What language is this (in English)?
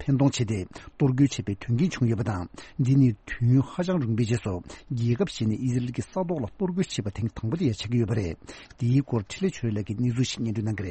Tibetan